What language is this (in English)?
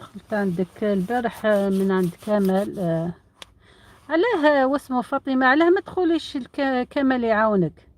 Algerian Arabic